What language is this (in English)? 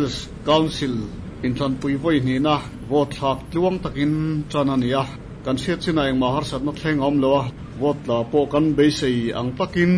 Mizo